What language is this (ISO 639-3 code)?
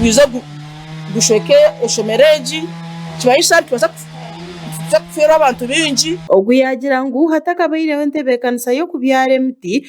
nyn